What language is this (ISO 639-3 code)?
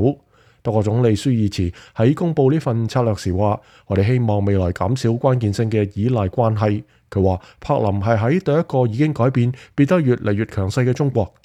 yue